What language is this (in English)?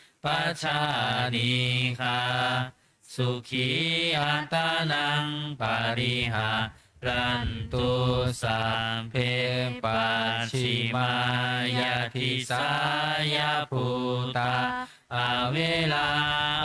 Pali